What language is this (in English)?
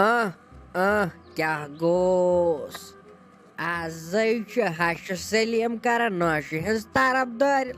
Kashmiri